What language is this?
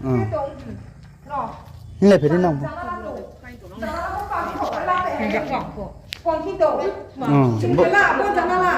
Riang (India)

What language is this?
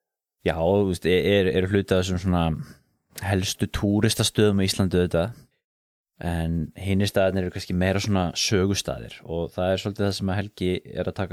Icelandic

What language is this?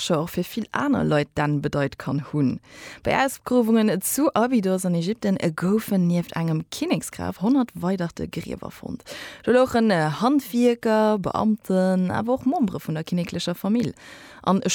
Luxembourgish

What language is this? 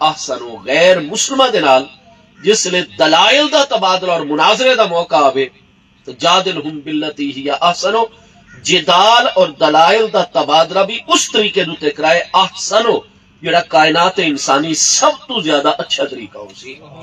Saraiki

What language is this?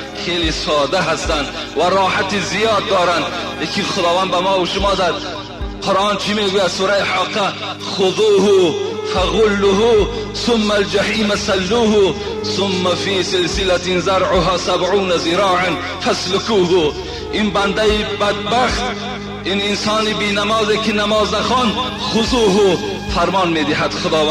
Tajik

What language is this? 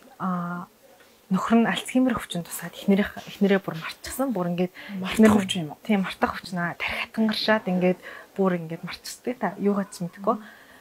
Mongolian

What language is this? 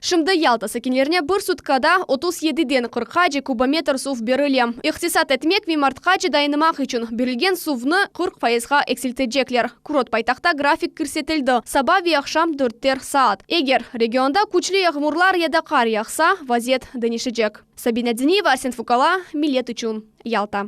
Crimean Tatar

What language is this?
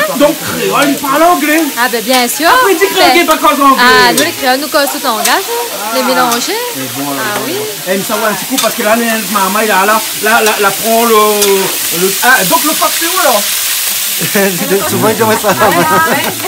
Réunion Creole French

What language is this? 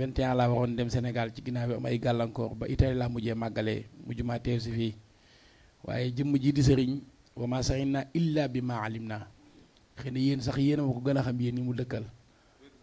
Wolof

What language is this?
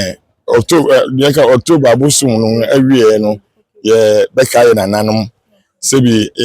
Akan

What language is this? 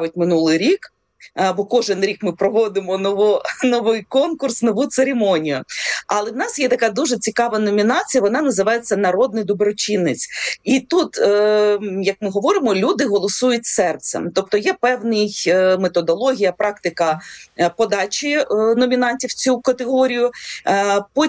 Ukrainian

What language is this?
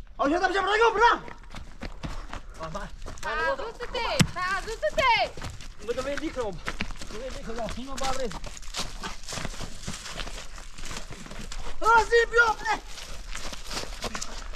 Persian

